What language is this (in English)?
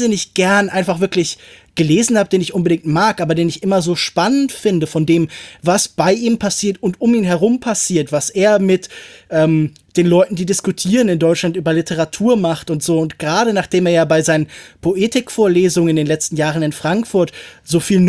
German